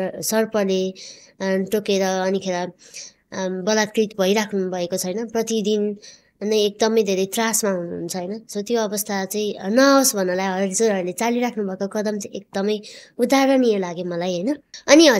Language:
Nepali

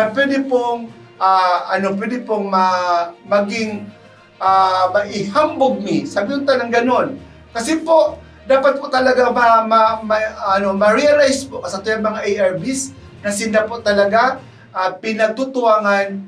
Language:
Bikol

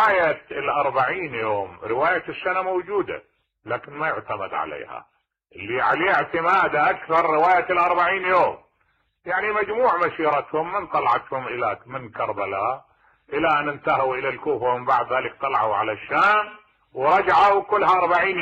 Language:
Mesopotamian Arabic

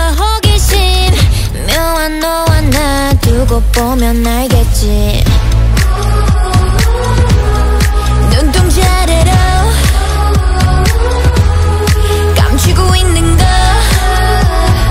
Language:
Korean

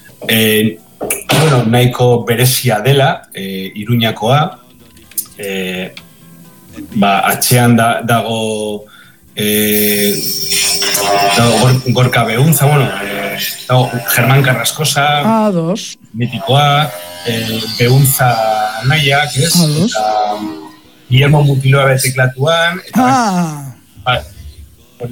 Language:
Basque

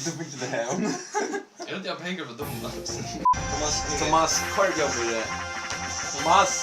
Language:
Faroese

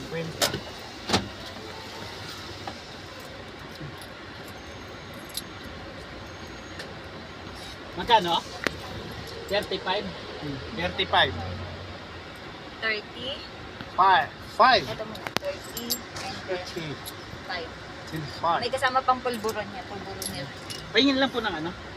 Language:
Filipino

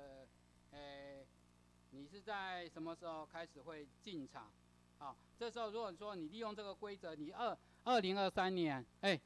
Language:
Chinese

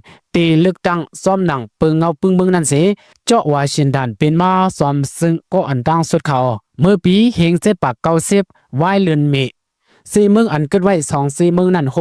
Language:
Shan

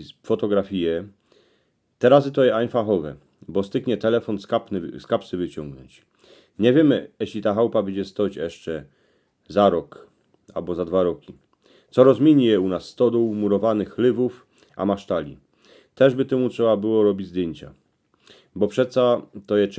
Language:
Silesian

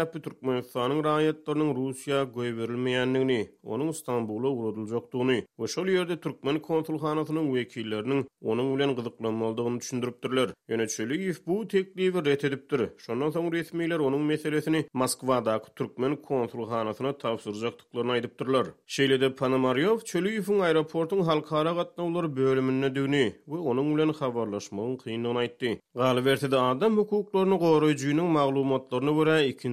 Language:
Turkmen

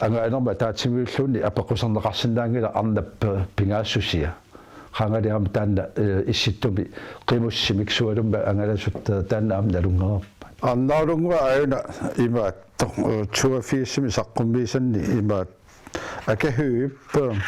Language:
Kalaallisut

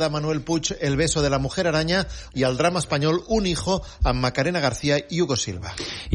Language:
Catalan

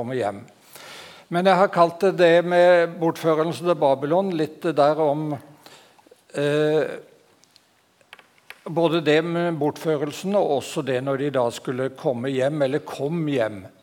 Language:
Norwegian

